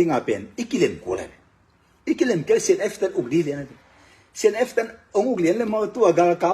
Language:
Tedim Chin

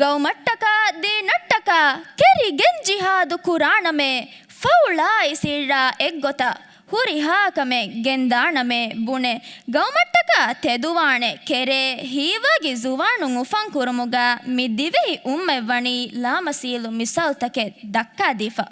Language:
Divehi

